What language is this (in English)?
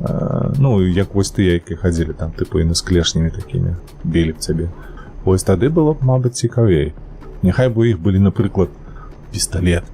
Belarusian